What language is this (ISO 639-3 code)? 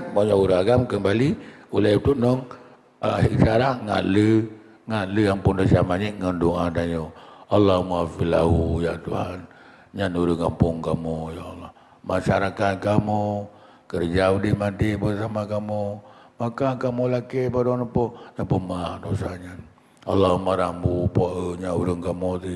ace